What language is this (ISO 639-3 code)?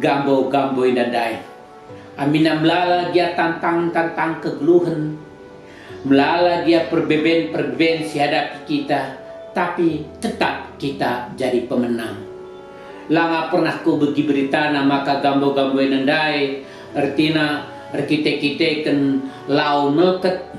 btx